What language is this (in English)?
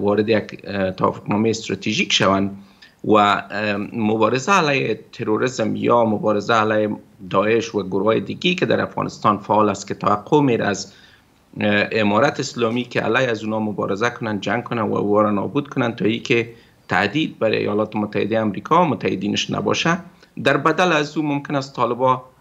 Persian